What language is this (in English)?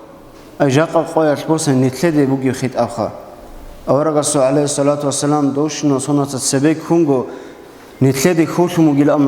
Avaric